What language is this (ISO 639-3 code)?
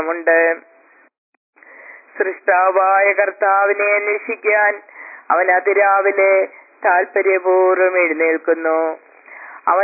mal